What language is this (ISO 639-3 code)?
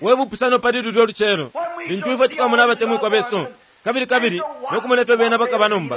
bem